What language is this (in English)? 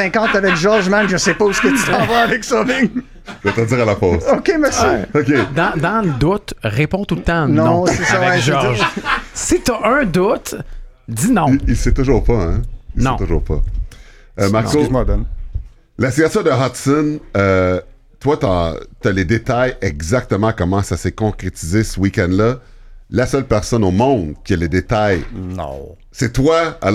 French